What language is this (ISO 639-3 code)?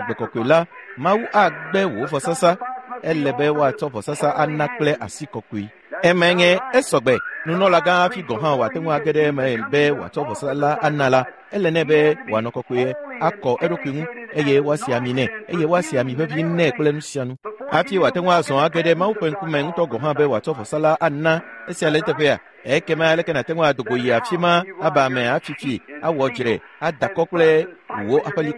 ewe